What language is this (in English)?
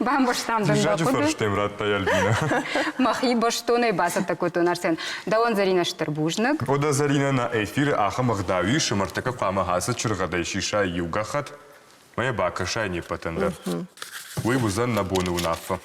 Ossetic